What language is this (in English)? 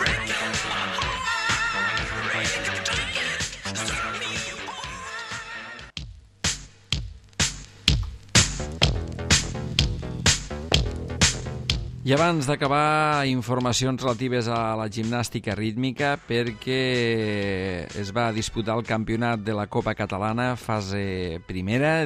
Catalan